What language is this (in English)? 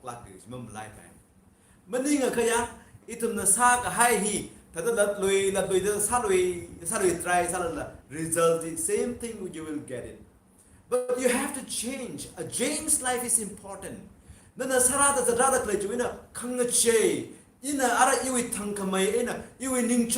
Tangkhul Naga (India)